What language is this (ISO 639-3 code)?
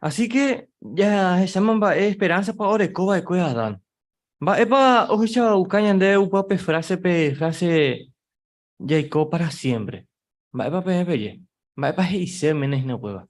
grn